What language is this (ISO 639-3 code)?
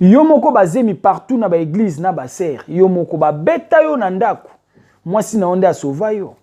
lin